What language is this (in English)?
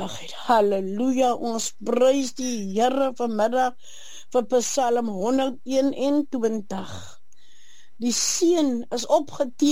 Afrikaans